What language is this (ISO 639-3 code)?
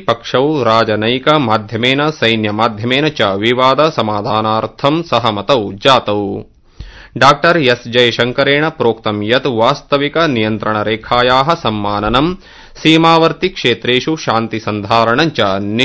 san